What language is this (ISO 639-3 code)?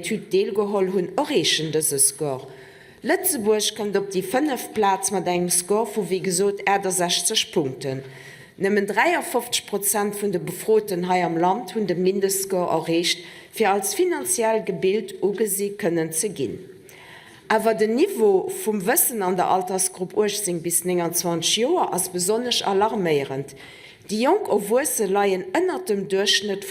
ltz